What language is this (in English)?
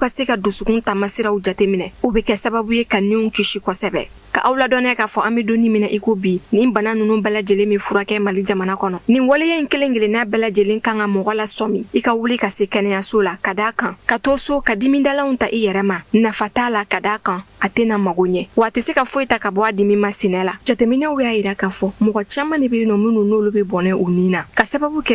Bambara